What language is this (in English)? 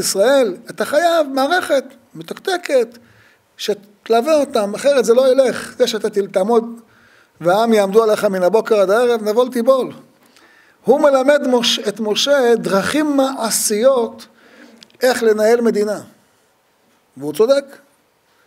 Hebrew